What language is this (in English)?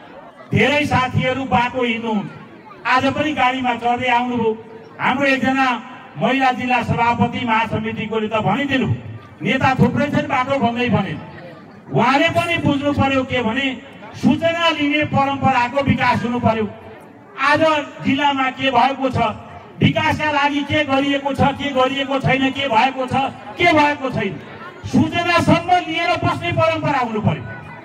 Nepali